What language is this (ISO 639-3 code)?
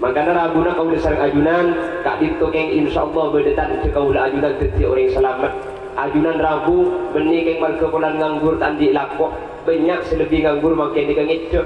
mad